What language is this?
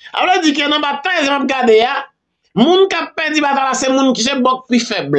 Haitian Creole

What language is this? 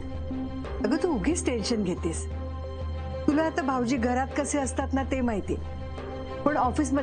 Marathi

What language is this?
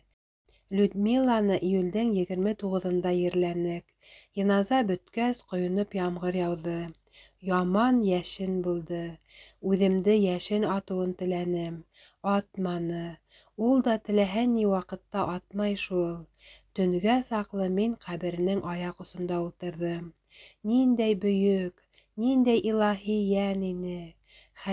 Bashkir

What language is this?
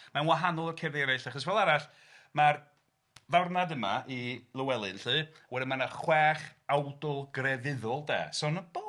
Welsh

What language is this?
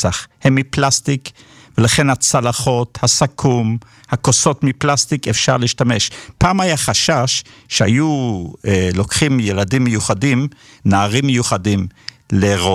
Hebrew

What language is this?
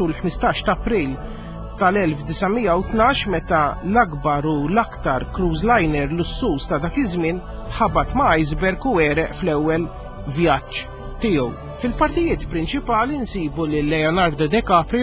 Maltese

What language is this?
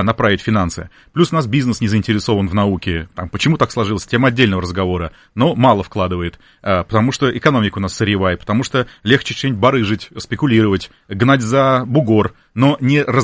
Russian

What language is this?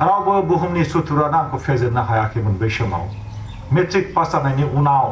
Bodo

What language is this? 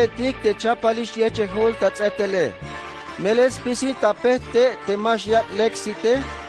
Tzeltal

